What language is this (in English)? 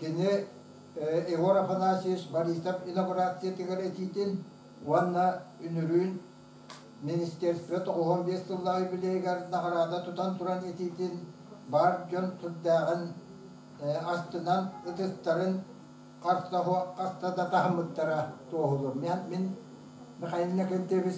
Yakut